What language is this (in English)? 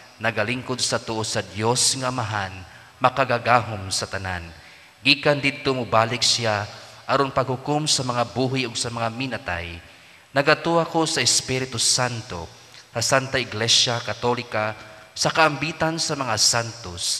Cebuano